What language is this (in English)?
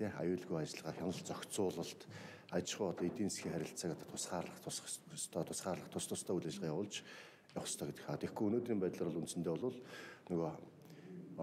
Mongolian